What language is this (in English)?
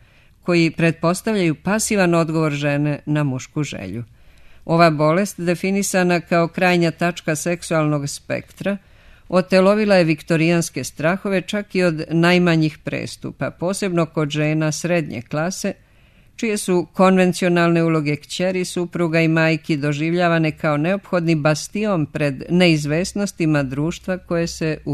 Serbian